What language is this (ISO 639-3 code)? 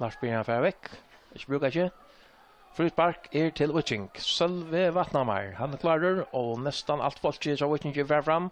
fao